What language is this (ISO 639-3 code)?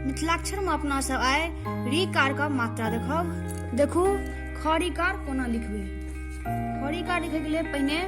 mai